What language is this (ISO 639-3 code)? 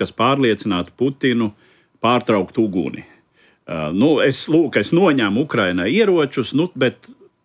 lav